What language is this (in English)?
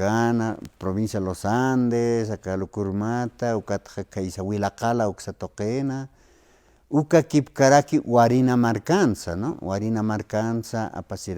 Aymara